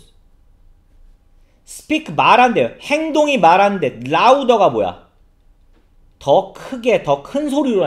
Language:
Korean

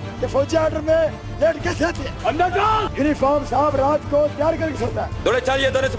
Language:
Hindi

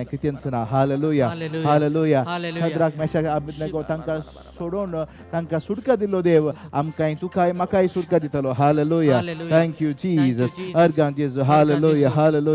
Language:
Konkani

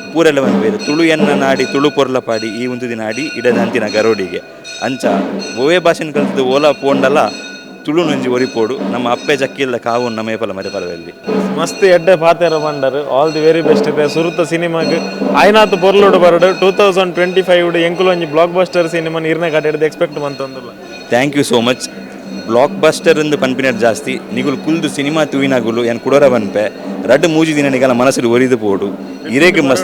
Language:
Tulu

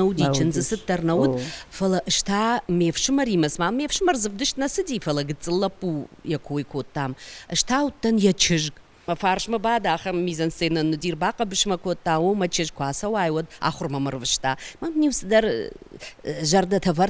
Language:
Ossetic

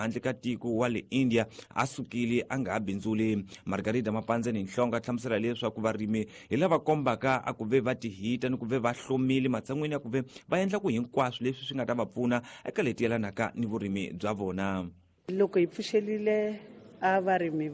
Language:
Tsonga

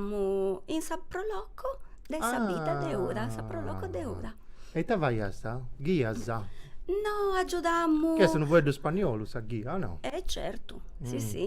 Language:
Sardinian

